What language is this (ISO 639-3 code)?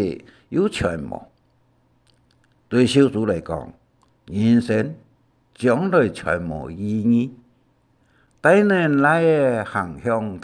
hak